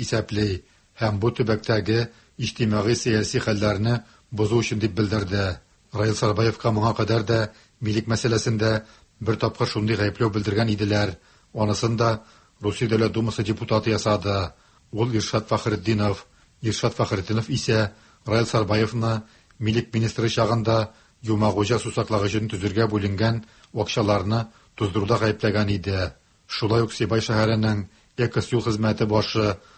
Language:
Tatar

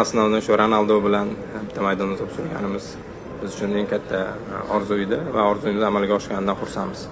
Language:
Uzbek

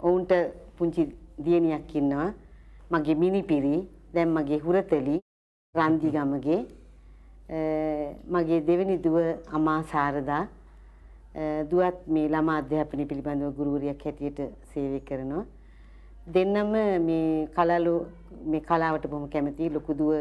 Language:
Sinhala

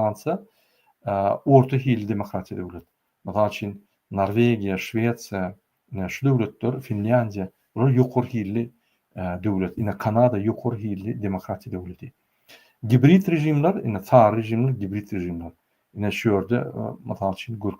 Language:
Turkmen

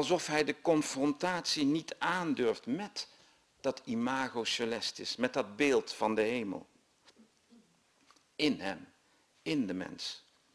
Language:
Dutch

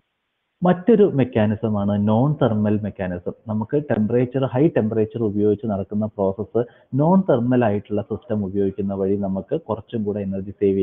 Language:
Malayalam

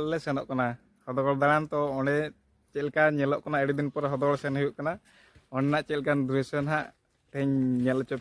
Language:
Santali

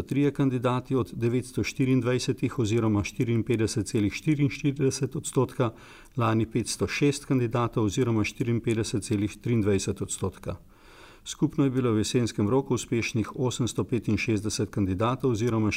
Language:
Slovenian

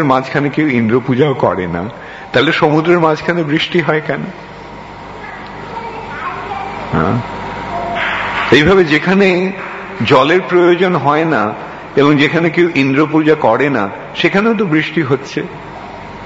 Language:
Bangla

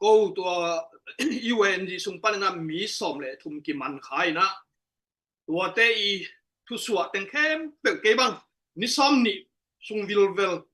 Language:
Tedim Chin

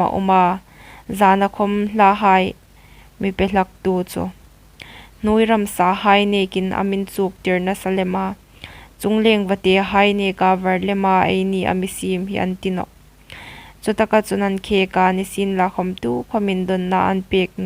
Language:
Hmar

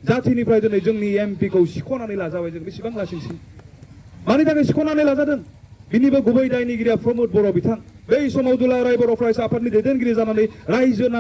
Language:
Bodo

